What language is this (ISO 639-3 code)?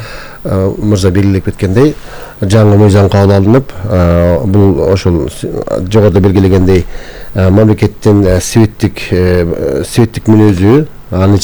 kir